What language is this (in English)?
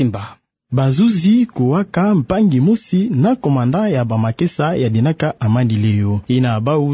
Kituba (Democratic Republic of Congo)